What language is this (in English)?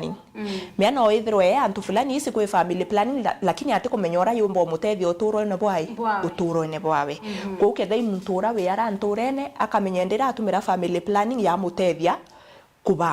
Meru